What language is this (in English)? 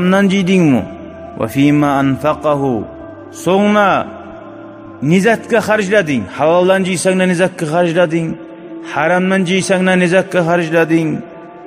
Kumyk